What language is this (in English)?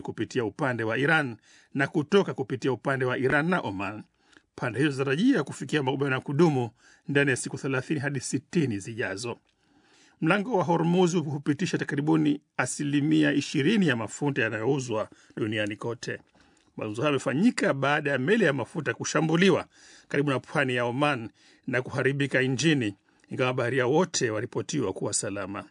Swahili